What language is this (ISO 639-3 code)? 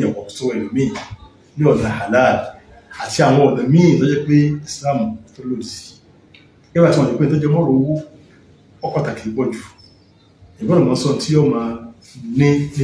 yor